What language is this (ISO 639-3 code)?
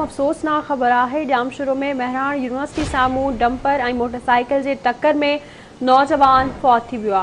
snd